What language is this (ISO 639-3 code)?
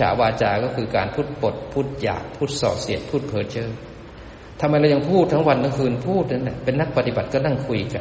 tha